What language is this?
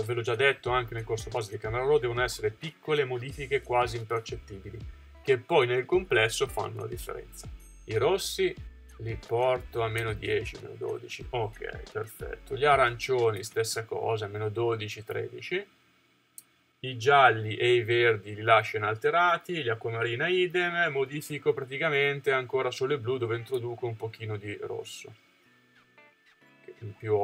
Italian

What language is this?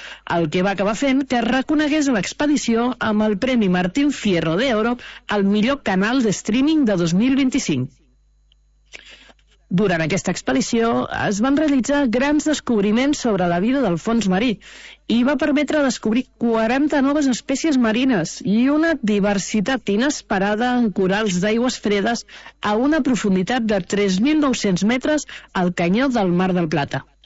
Catalan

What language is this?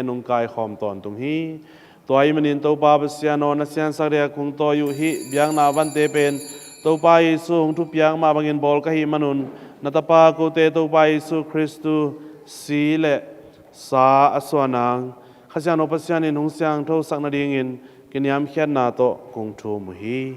Tedim Chin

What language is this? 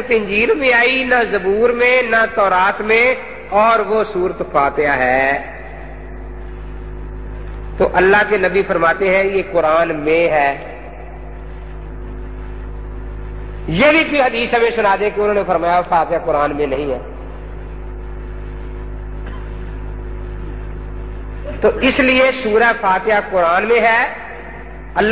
Urdu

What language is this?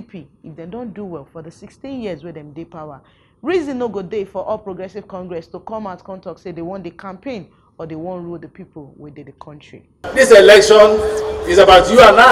Nigerian Pidgin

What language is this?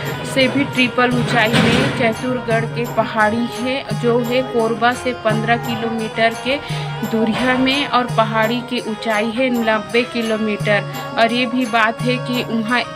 Chhattisgarhi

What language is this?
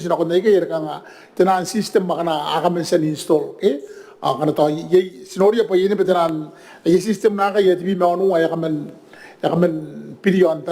Gilbertese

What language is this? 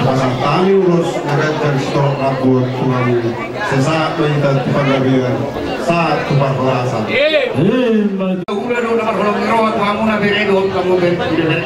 Batak Toba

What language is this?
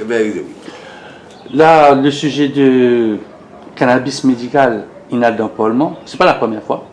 Morisyen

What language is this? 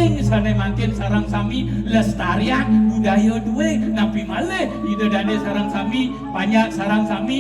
Balinese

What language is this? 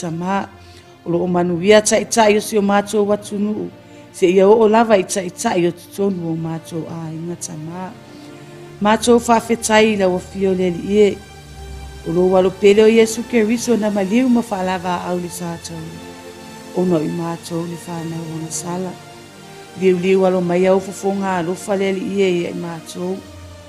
Samoan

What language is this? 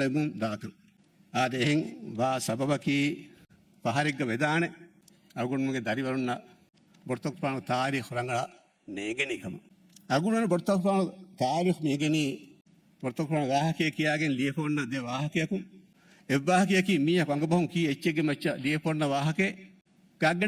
Divehi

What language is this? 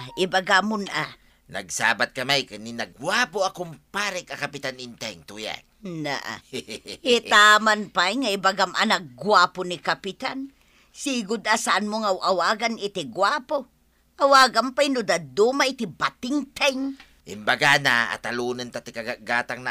Iloko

